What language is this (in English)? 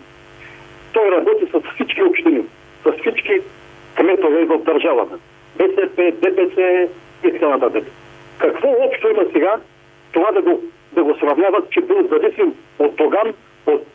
Bulgarian